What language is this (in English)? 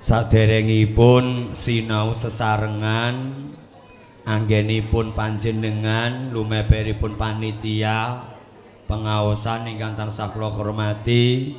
Javanese